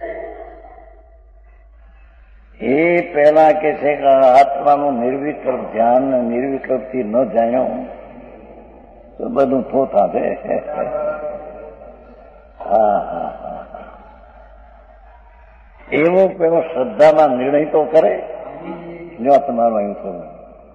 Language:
Gujarati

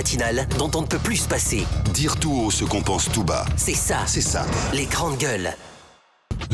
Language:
French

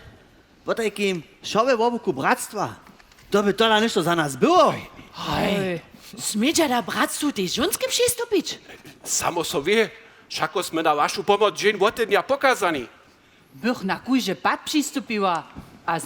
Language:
Upper Sorbian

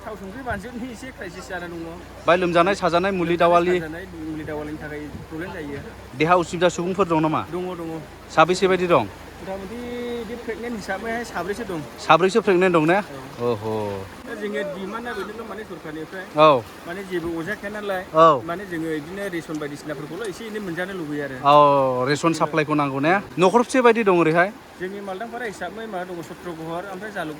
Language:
Bodo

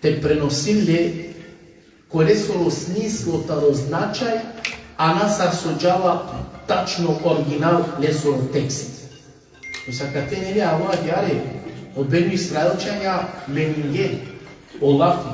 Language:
Balkan Romani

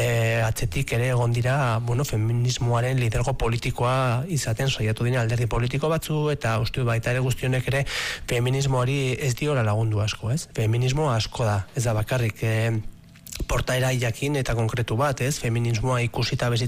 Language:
Basque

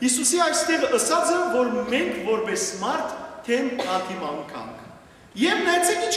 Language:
Western Armenian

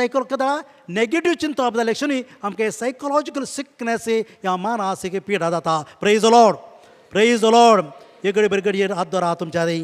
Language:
Konkani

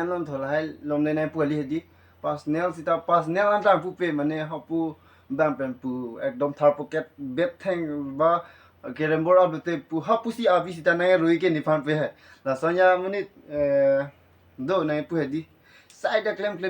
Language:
Karbi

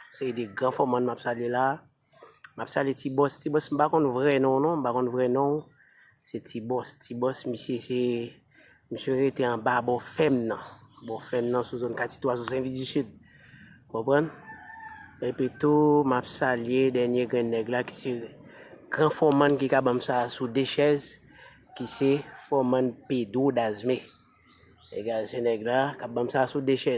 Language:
Haitian Creole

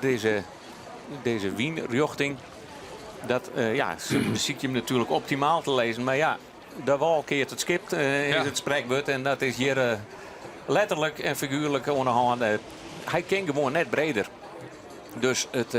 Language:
Western Frisian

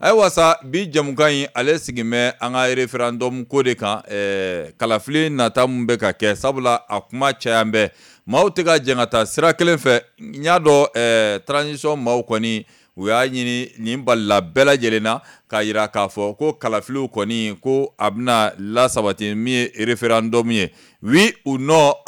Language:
Bambara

